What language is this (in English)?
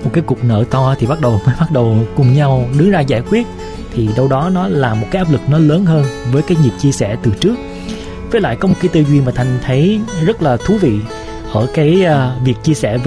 Vietnamese